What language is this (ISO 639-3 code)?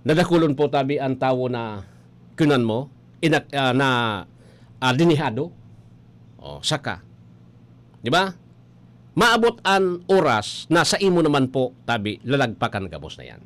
bik